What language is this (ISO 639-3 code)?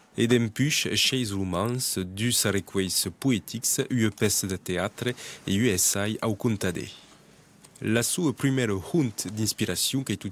oci